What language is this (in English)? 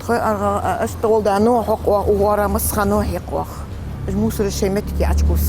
Ingush